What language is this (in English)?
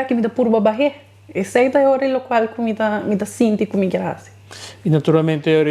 Papiamento